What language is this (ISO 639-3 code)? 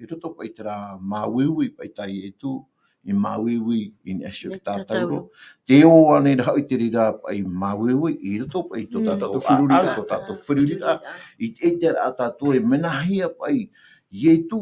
tah